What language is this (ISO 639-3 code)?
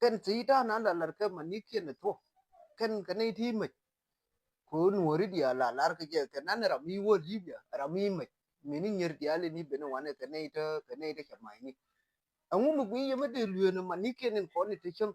nus